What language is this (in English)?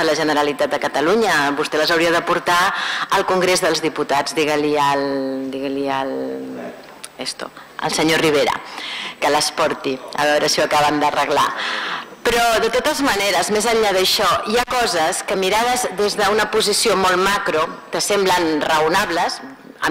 Catalan